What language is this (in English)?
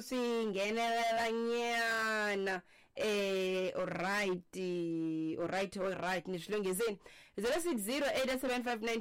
Tsonga